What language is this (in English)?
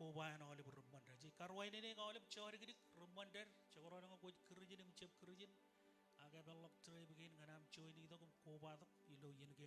Marshallese